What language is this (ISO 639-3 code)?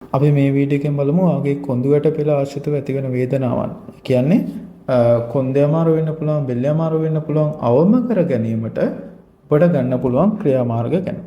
sin